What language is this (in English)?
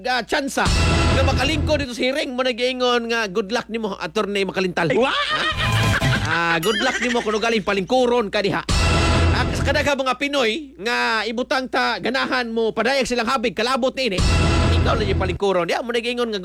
Cebuano